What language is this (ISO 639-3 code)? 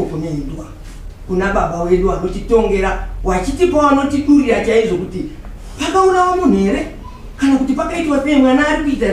sna